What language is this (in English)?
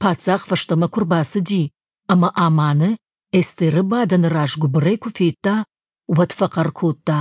Ossetic